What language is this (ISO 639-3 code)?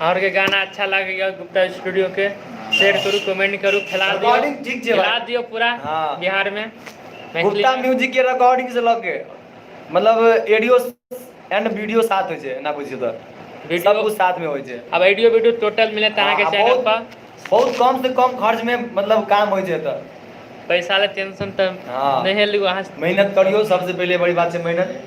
mai